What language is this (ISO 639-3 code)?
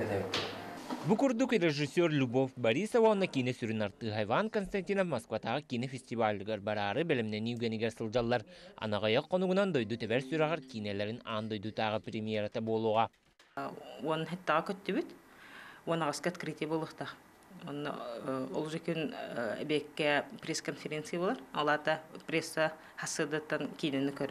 sah